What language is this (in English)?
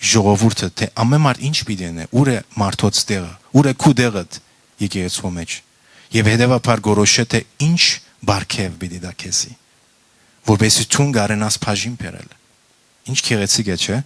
Western Armenian